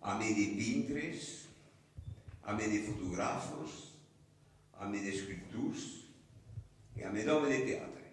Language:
Occitan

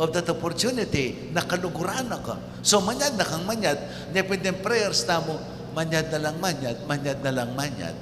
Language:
Pampanga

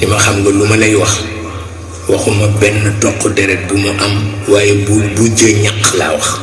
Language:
Wolof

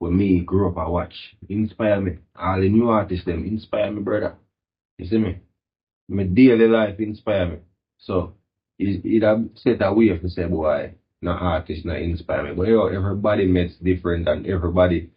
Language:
Jamaican Creole English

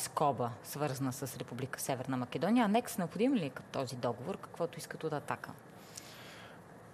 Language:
Bulgarian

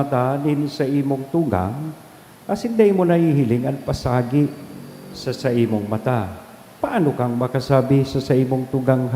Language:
Bikol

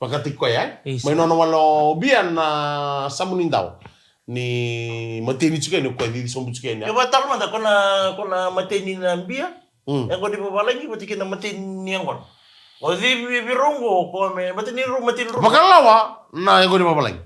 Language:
Fijian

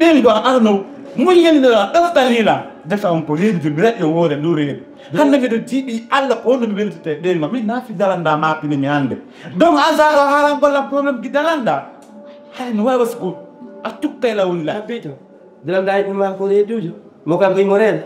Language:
Fula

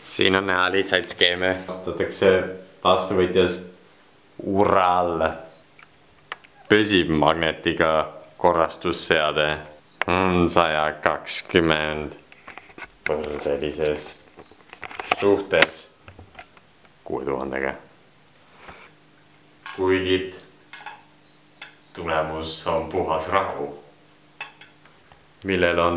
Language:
Estonian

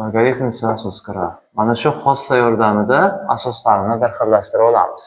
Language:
Uzbek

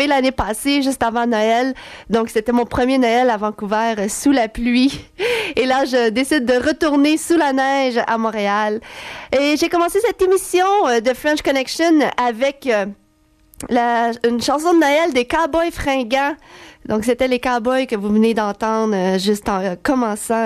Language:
French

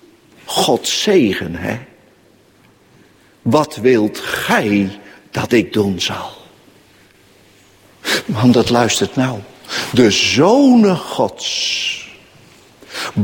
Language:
Dutch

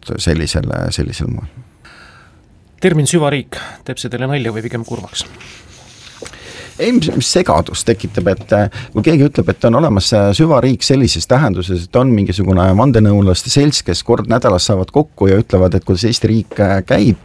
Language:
Estonian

